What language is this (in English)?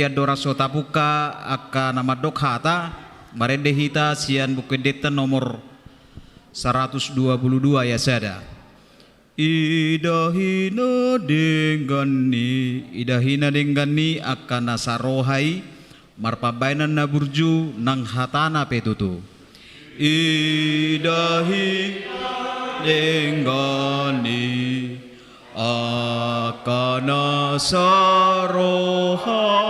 Batak Toba